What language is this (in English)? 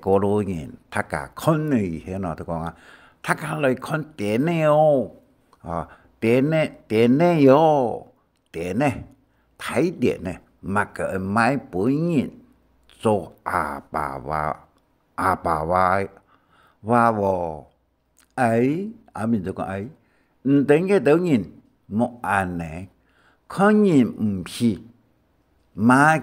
Hakka Chinese